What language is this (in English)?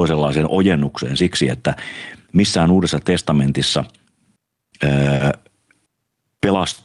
Finnish